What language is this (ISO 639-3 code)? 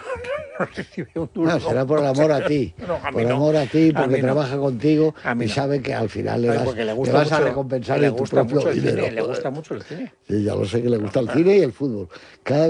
spa